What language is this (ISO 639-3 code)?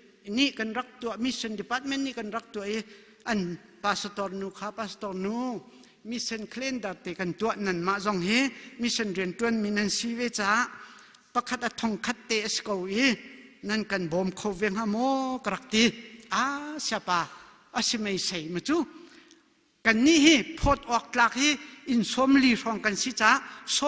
cnh